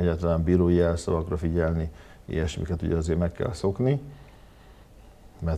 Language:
Hungarian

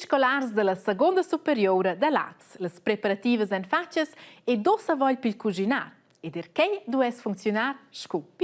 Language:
Romansh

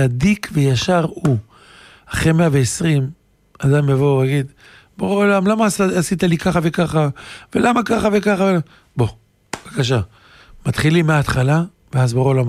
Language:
Hebrew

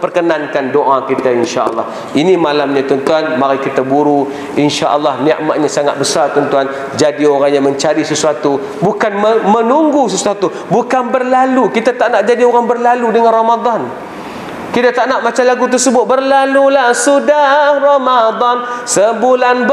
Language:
Malay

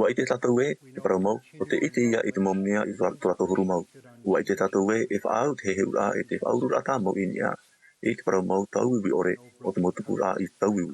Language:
Tahitian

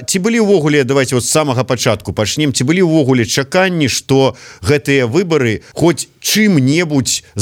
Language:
Belarusian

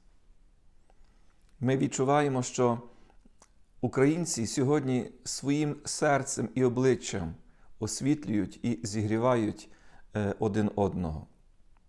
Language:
Ukrainian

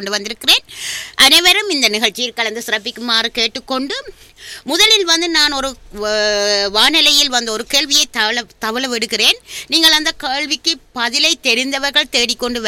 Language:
Tamil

